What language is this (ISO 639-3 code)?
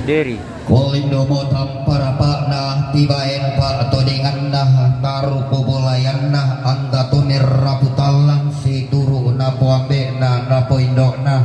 sda